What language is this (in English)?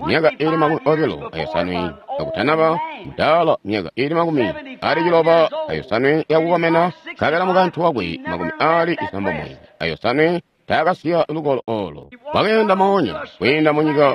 Tonga (Zambia)